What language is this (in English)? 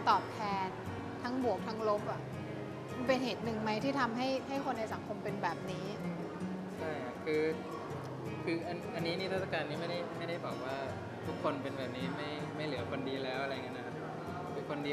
Thai